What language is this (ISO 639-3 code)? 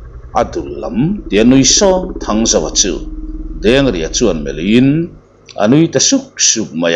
lus